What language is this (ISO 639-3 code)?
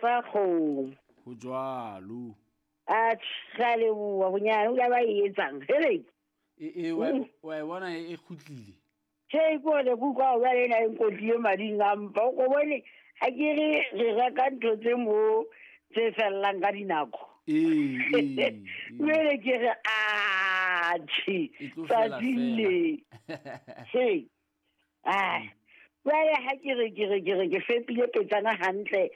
sot